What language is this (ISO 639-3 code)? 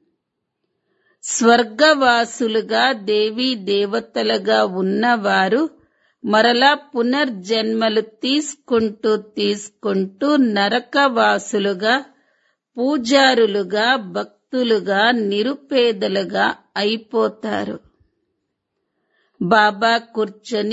tel